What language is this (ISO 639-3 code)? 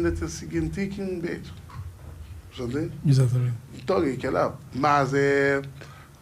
kea